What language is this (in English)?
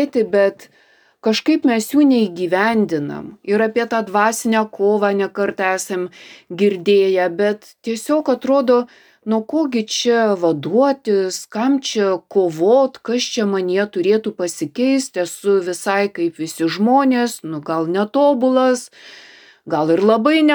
Lithuanian